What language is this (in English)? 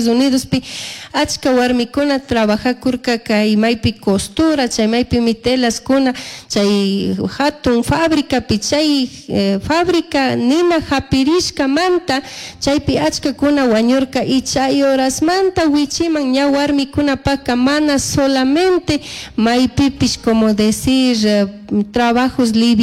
Chimborazo Highland Quichua